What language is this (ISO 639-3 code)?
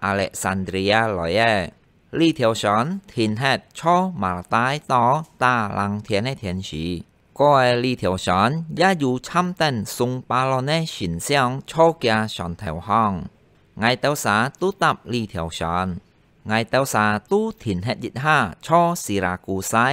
hak